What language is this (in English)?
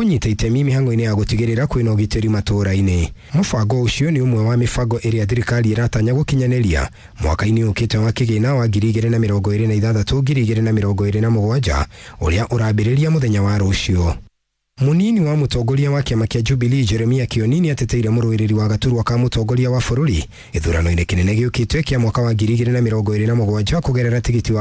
Kikuyu